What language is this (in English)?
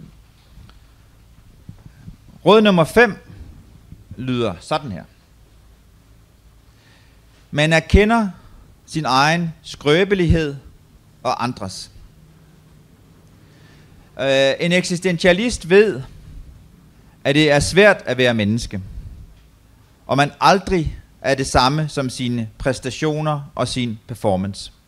Danish